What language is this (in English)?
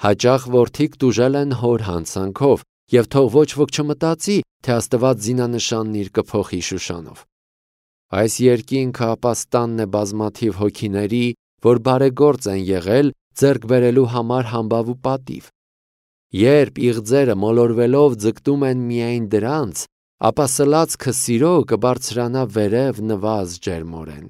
Armenian